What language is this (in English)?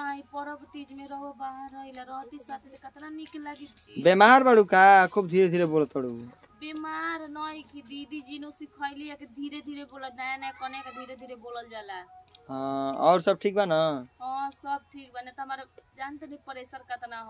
Bhojpuri